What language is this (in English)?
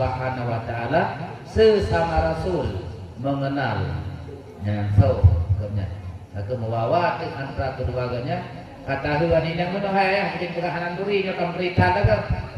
Achinese